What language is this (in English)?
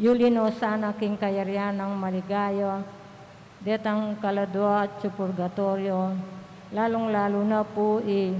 Pampanga